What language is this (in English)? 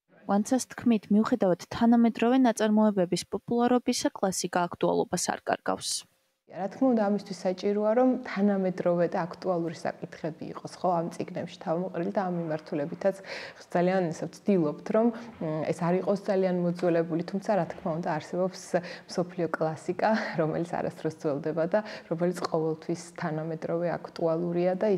Georgian